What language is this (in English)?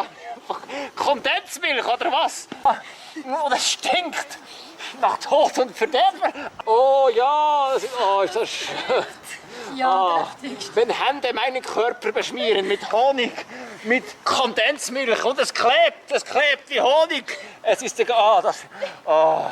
Swiss German